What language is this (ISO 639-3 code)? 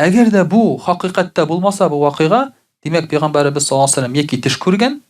tat